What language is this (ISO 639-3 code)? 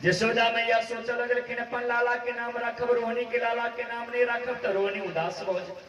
mai